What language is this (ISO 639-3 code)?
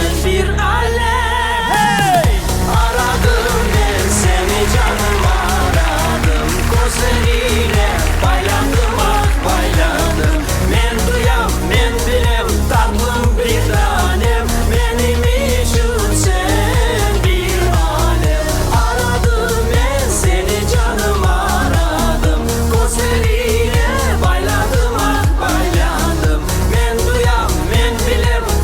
crh